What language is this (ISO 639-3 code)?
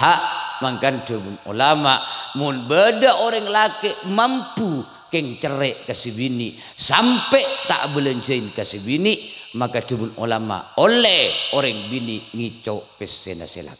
mad